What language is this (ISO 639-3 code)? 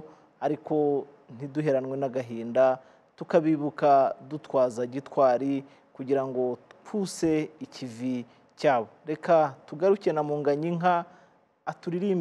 kin